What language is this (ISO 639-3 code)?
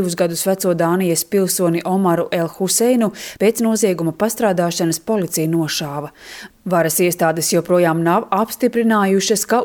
lav